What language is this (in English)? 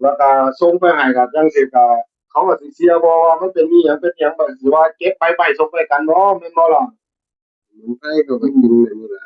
Northeastern Thai